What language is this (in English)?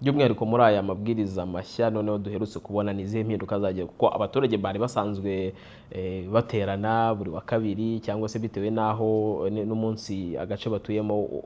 Kinyarwanda